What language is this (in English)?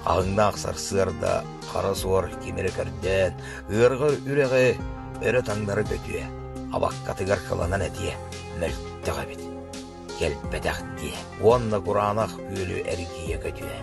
Yakut